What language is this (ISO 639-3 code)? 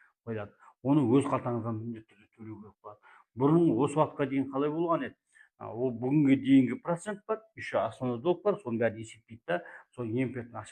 kaz